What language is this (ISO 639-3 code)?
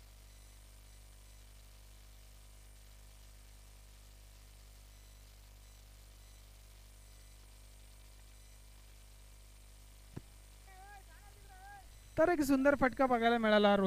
mar